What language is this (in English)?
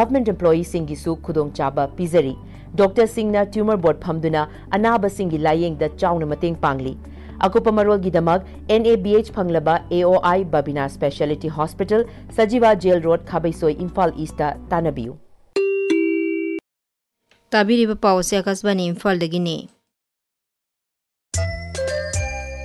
Manipuri